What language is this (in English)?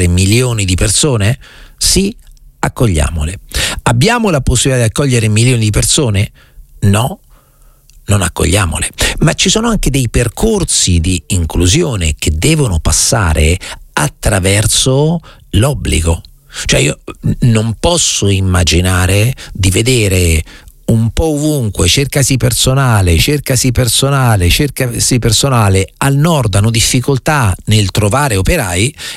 Italian